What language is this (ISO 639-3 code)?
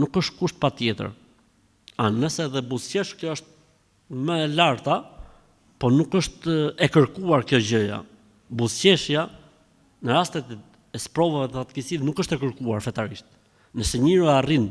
sqi